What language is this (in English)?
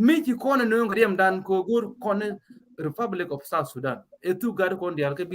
Nuer